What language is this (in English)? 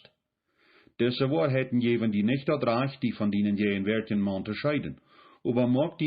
Plautdietsch